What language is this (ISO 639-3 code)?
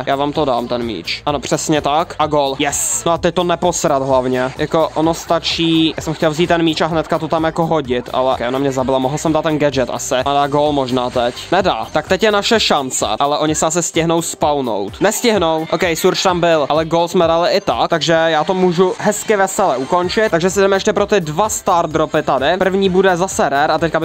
ces